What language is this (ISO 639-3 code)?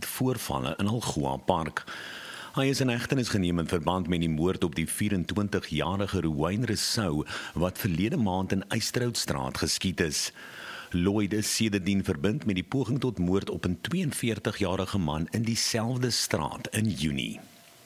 afr